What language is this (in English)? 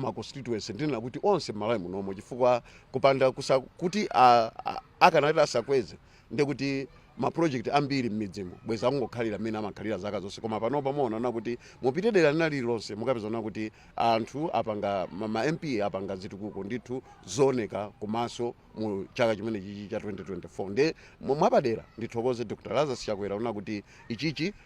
Nyanja